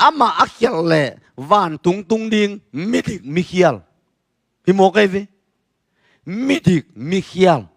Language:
Tedim Chin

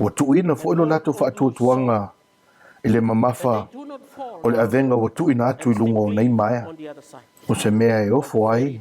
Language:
Samoan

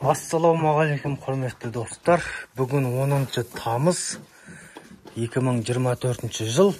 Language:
Kazakh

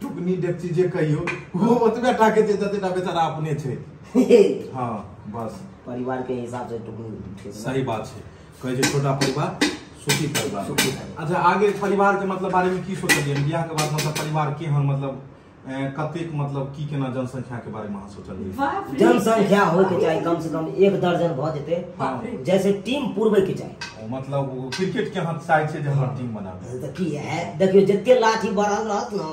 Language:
Maithili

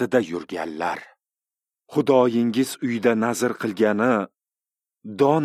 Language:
Uzbek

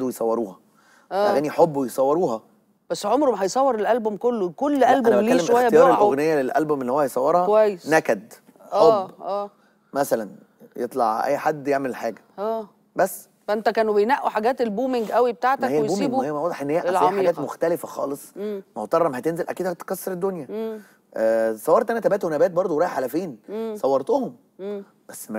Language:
Egyptian Arabic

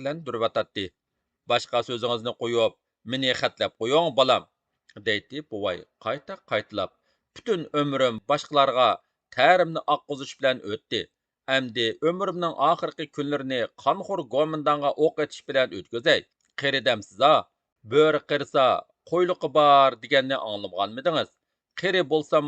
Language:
Uyghur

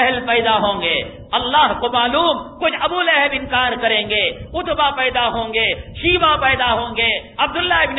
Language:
Urdu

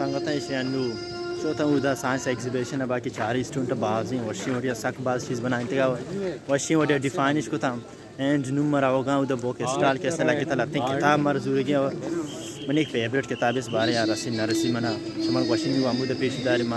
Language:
Baluchi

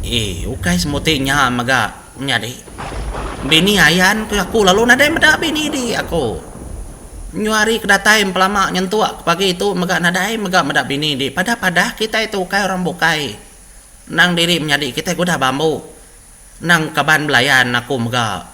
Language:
Iban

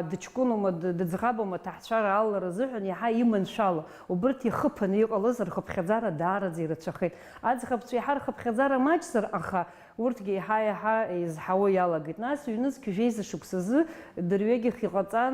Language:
Abkhazian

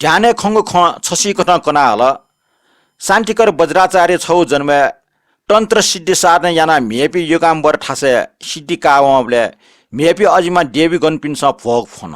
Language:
Newari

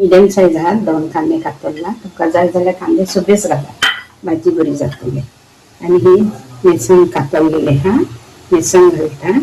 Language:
Konkani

